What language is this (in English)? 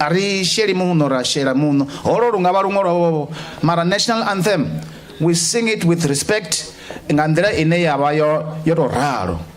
Venda